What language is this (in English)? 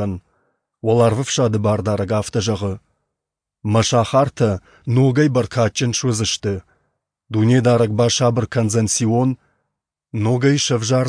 Ossetic